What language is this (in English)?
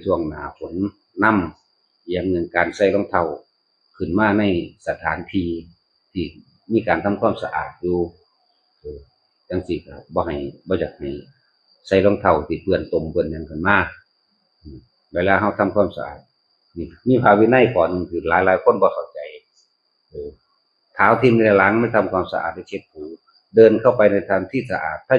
Northeastern Thai